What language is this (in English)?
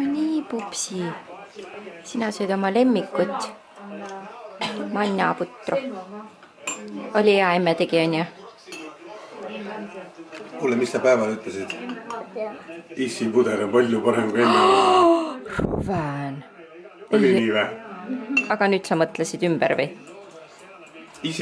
Estonian